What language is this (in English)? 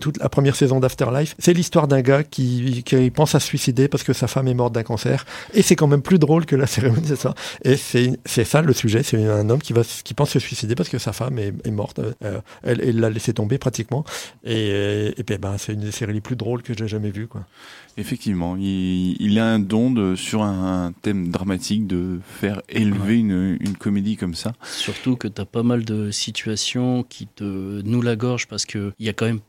French